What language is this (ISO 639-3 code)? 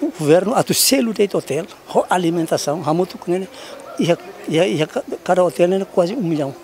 tet